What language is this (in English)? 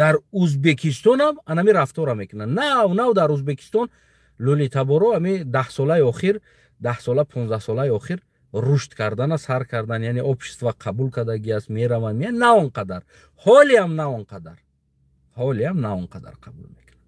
Tajik